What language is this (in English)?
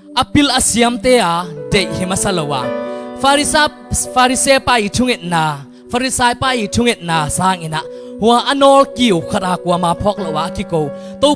Tedim Chin